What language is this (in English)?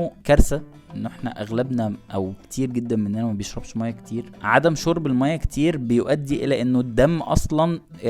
Egyptian Arabic